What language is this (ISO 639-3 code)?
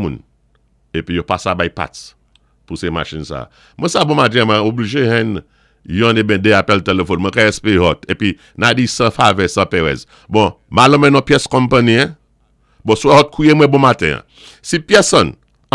acf